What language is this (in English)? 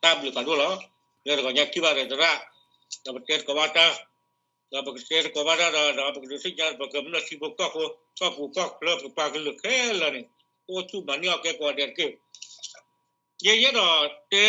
S'gaw Karen